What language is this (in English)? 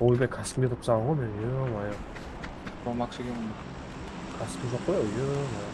Kara-Kalpak